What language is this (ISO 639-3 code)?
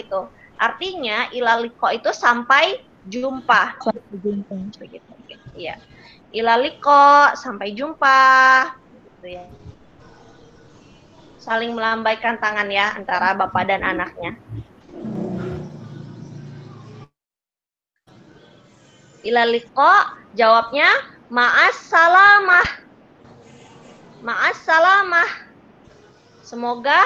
ind